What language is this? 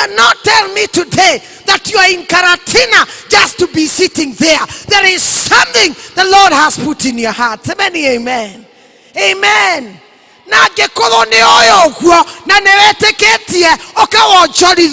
Kikuyu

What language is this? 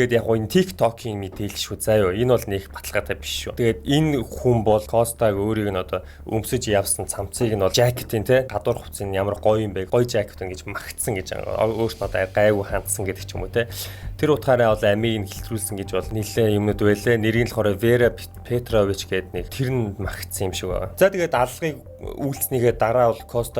Mongolian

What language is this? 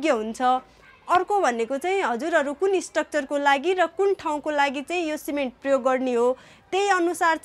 Nepali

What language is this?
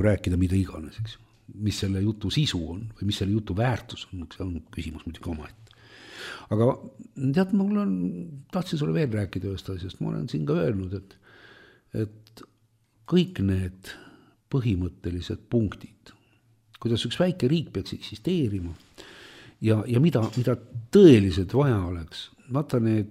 Estonian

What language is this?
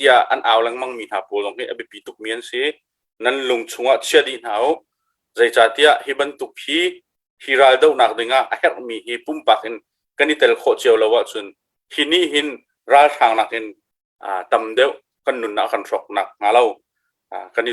Hakha Chin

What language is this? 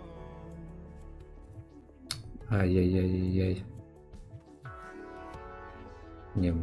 Russian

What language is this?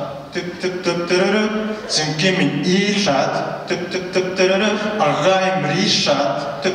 Bashkir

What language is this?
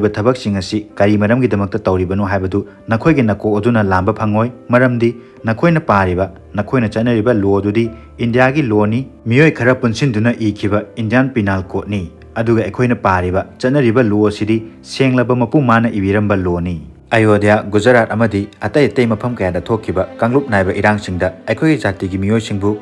Manipuri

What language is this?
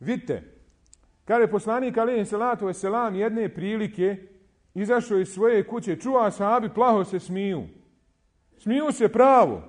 Bosnian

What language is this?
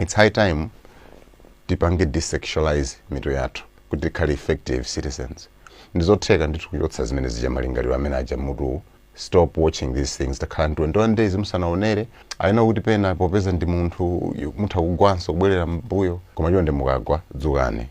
Nyanja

